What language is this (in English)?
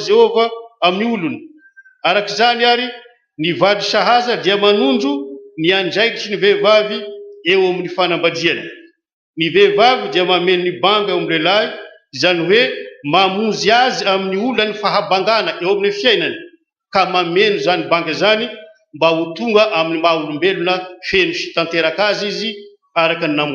Malagasy